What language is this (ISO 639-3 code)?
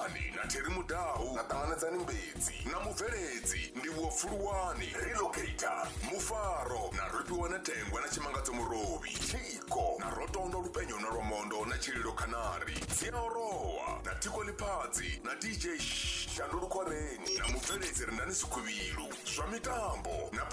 ven